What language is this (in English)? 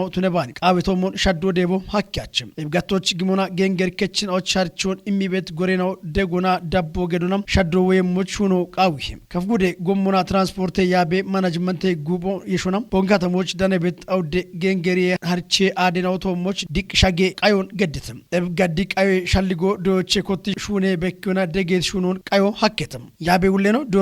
Kafa